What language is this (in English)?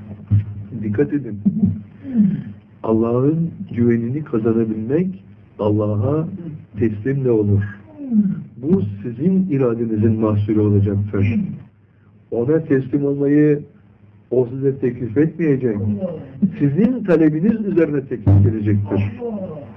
Turkish